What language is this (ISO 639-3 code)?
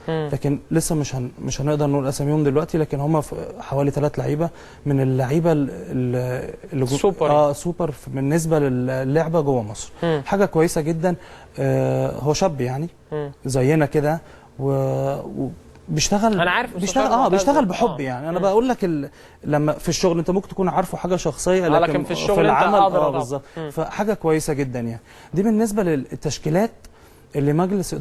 arz